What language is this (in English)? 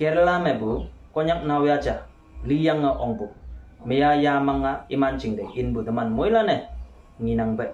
Konyak Naga